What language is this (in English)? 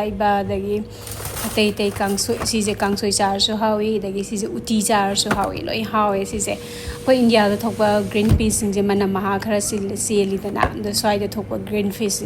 Manipuri